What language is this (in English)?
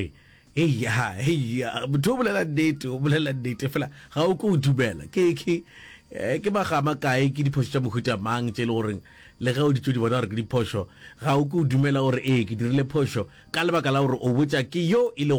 Northern Sotho